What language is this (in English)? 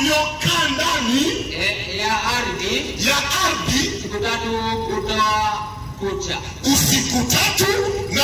Swahili